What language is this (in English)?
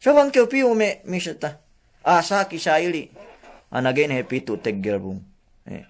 Yakan